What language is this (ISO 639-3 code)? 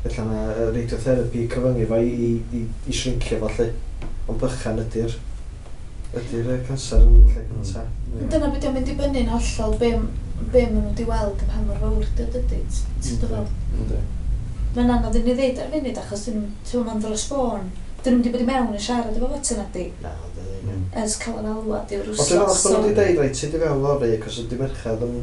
cym